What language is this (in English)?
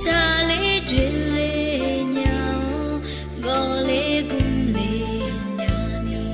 Akha